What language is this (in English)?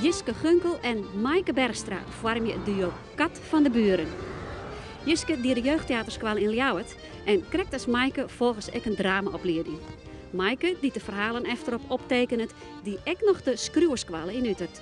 Western Frisian